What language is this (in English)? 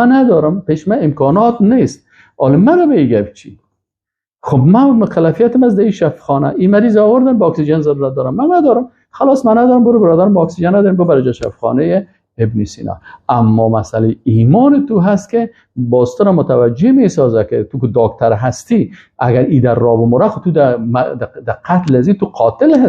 Persian